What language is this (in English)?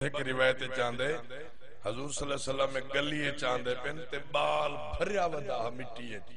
Saraiki